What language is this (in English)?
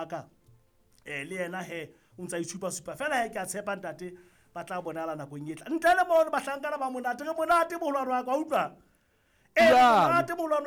Southern Sotho